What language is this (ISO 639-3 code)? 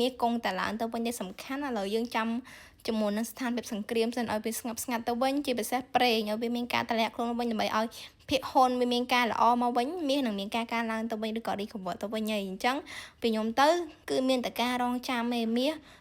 khm